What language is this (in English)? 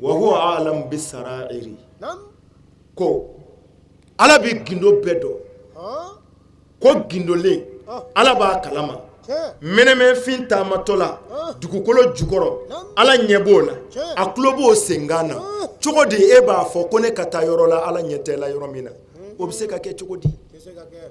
Bambara